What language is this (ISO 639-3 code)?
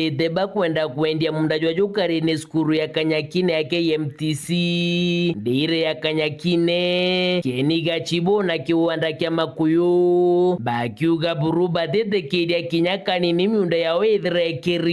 mer